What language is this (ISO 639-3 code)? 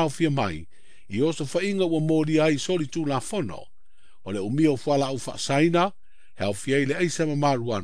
smo